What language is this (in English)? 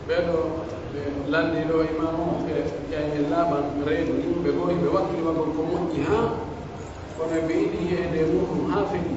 Pular